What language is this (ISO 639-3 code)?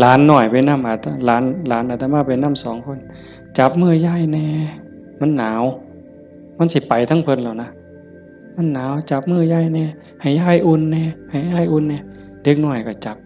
tts